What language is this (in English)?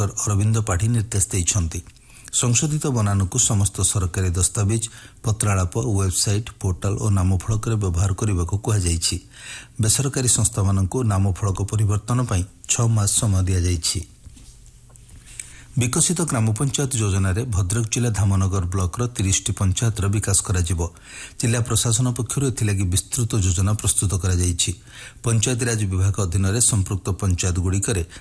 Odia